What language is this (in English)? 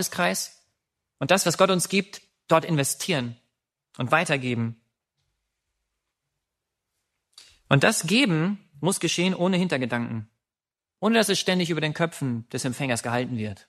German